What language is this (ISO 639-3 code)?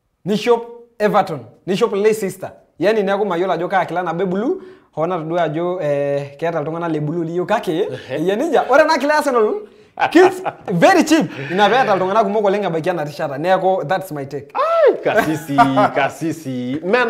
mas